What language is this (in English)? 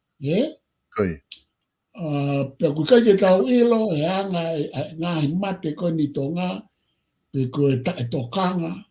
Tongan